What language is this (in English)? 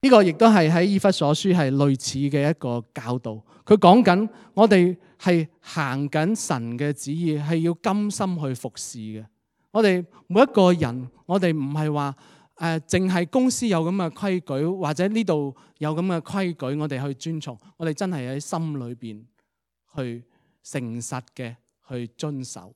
Cantonese